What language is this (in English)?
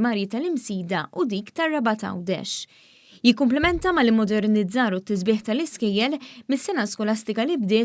Maltese